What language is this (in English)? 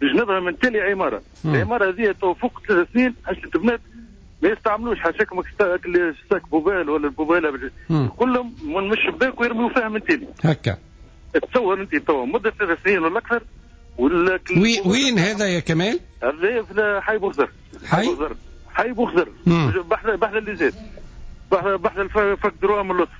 Tunisian Arabic